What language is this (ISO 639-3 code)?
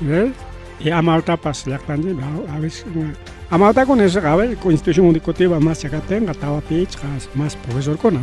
quy